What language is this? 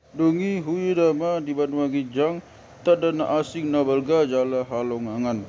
Batak Toba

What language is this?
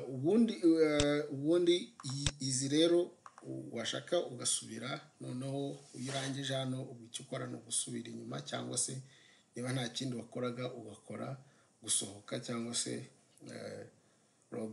Kinyarwanda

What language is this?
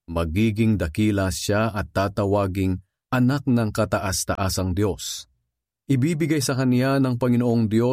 Filipino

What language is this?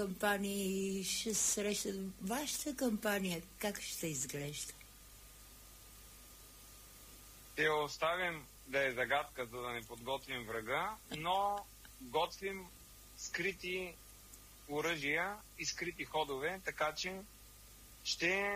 Bulgarian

